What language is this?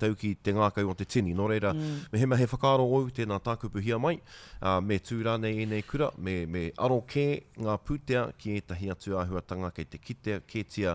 Māori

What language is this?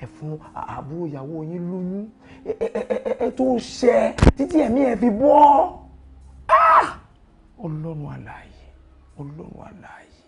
Yoruba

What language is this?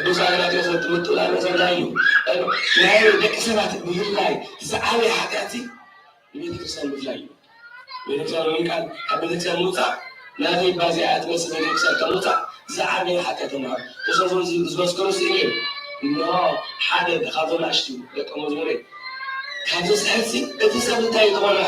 Tigrinya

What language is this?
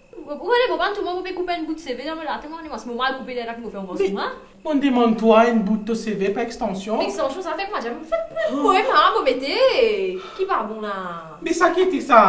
Morisyen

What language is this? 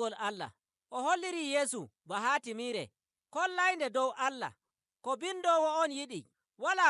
Nigerian Fulfulde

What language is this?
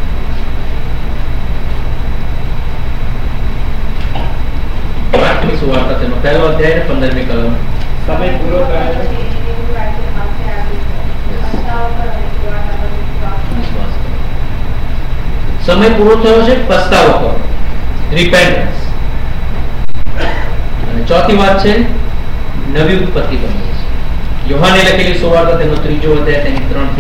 Gujarati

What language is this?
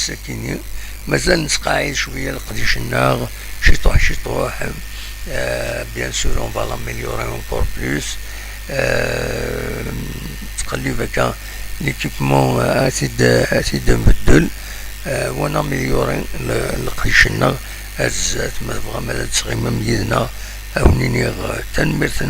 Kabyle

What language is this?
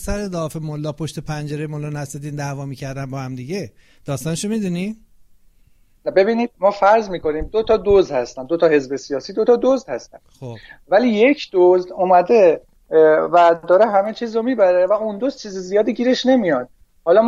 Persian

